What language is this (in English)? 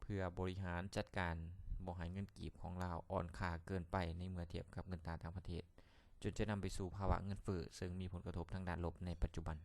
Lao